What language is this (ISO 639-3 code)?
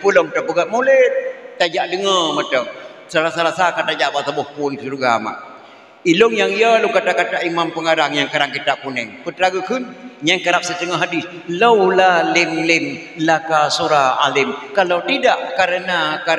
ace